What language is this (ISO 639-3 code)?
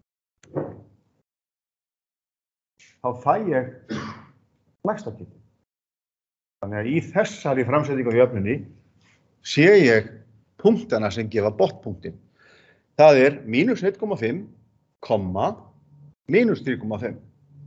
isl